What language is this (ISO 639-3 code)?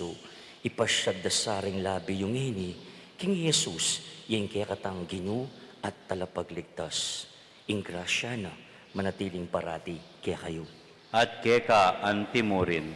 pam